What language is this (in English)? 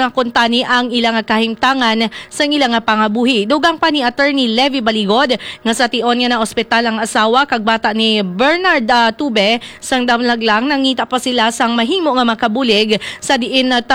Hiligaynon